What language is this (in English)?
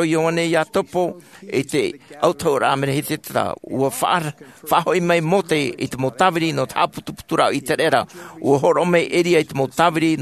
Tahitian